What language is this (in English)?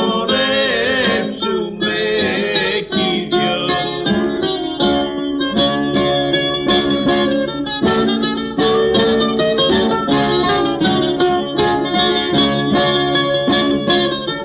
Greek